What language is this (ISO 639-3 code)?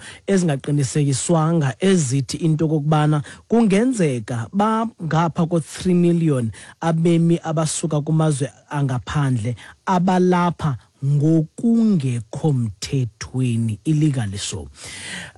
xho